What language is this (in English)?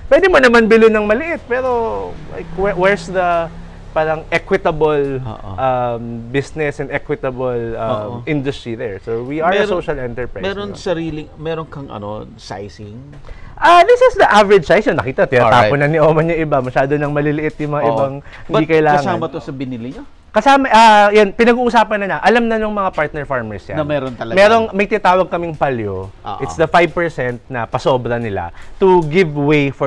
Filipino